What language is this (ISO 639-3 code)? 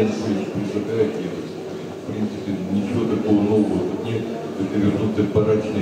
rus